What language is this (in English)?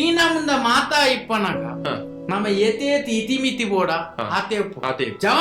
Tulu